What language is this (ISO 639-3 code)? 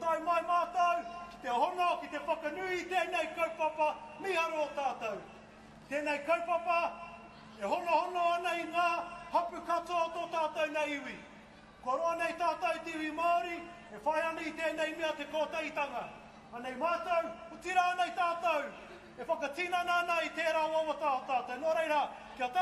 mri